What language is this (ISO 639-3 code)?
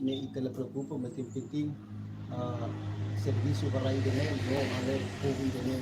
tet